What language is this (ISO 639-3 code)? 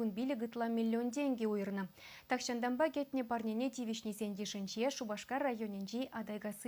chv